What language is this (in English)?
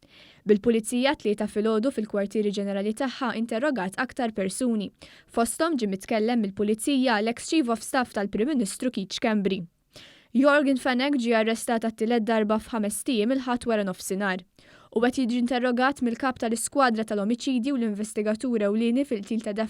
Maltese